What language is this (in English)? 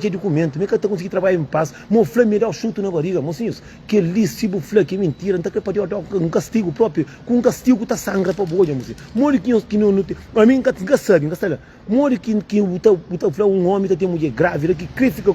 Kabuverdianu